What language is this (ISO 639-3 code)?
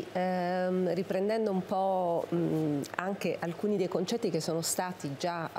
ita